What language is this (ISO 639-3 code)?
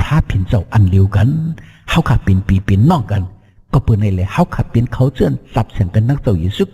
shn